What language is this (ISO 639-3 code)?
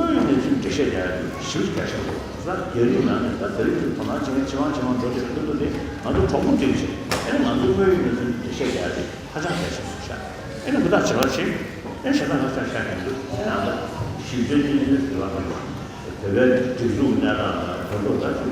bod